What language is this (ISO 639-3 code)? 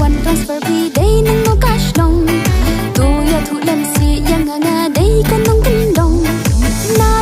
kha